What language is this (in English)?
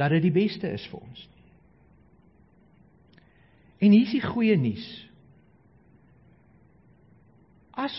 Afrikaans